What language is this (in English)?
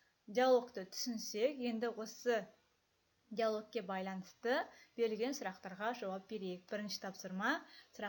Kazakh